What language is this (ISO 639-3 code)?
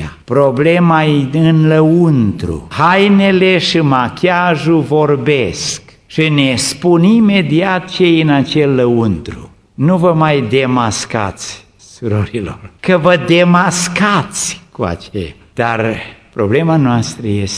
ron